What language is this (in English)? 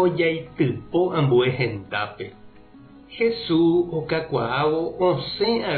Guarani